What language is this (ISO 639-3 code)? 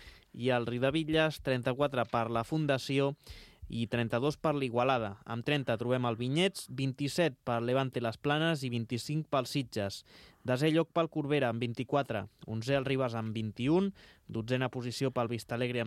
cat